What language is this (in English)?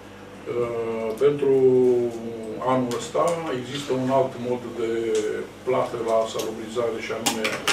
Romanian